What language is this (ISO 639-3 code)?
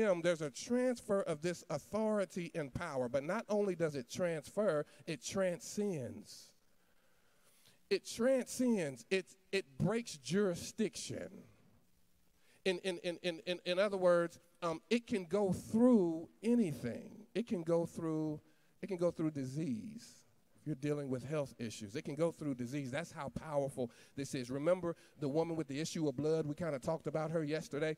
eng